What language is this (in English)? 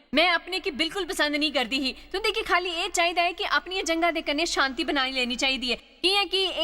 Dogri